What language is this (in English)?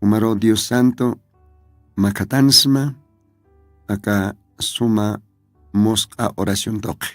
Aymara